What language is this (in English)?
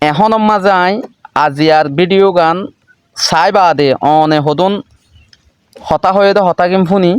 Rohingya